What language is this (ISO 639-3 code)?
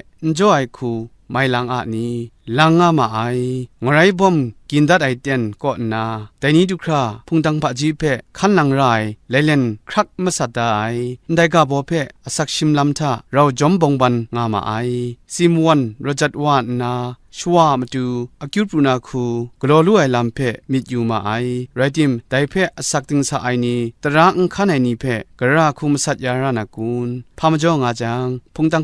kac